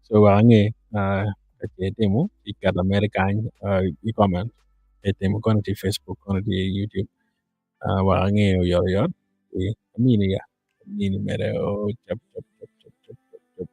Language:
Acoli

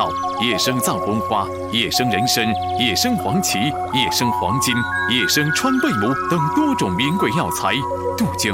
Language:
Chinese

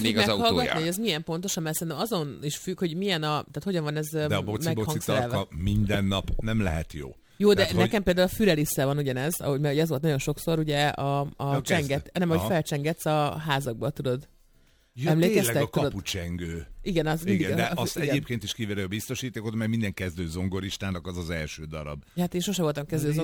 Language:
Hungarian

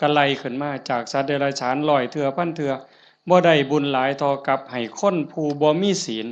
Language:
Northeastern Thai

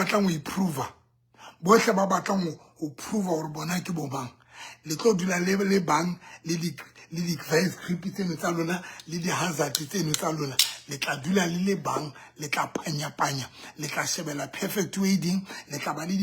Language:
Southern Sotho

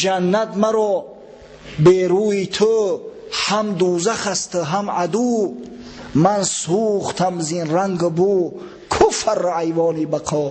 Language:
Tajik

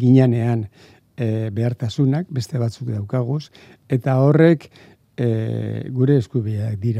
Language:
Basque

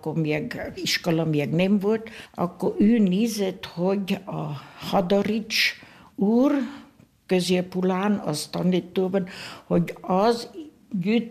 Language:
Hungarian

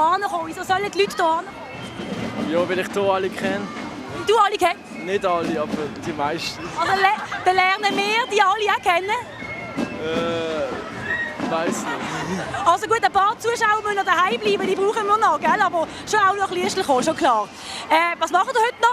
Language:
Swiss German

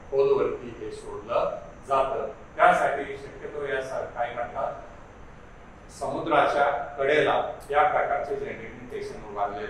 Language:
Marathi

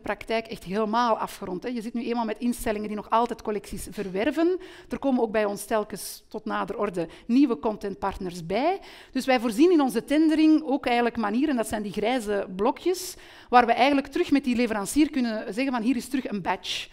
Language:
Dutch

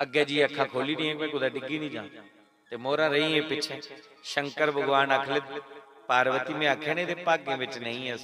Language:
Dogri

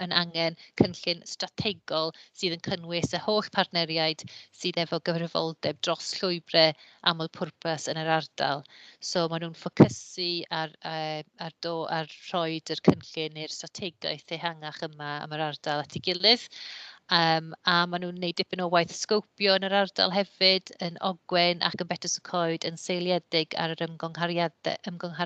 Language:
Welsh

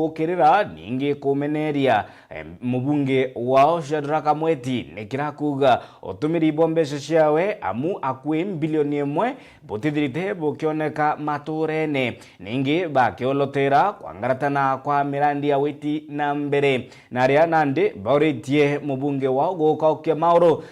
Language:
Meru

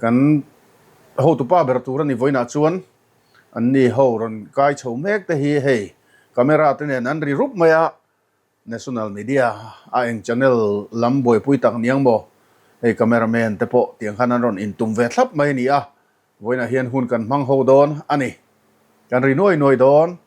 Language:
Mizo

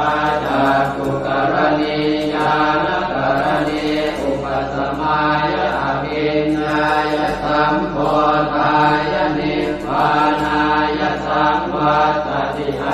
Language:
Pali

